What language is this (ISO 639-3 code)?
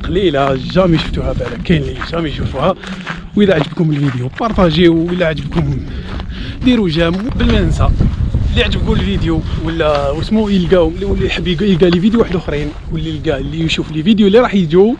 arq